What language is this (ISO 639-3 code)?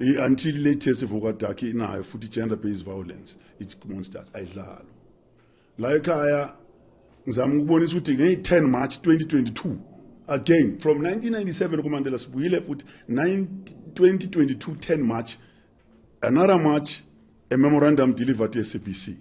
zul